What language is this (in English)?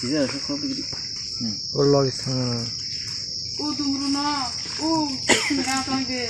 Kok Borok